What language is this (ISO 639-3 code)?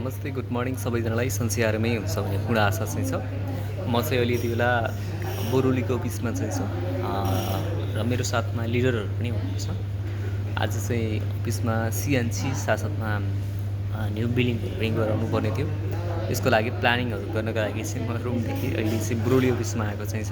nep